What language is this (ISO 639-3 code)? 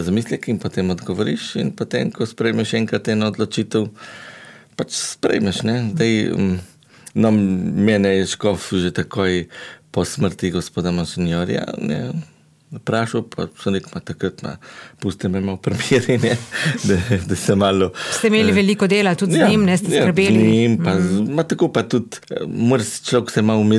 slv